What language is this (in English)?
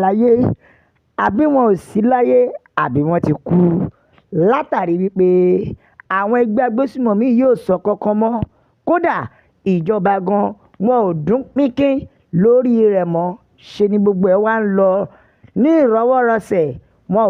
Yoruba